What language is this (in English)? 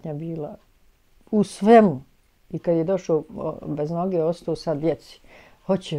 Bosnian